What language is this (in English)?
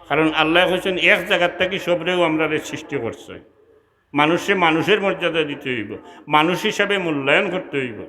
Sylheti